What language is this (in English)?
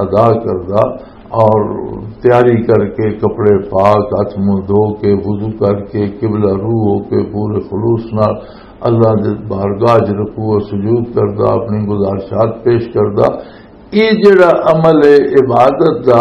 Western Panjabi